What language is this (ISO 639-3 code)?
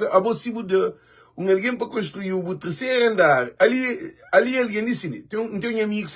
kea